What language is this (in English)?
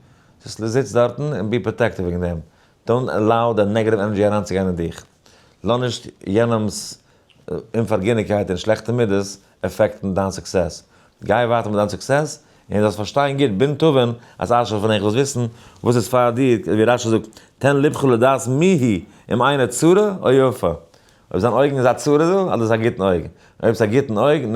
Yiddish